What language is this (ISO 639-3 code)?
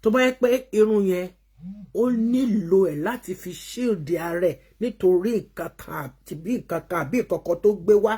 yor